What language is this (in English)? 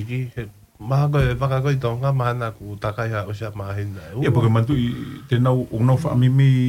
Tongan